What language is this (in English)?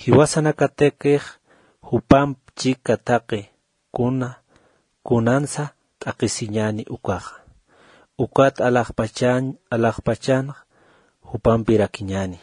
Aymara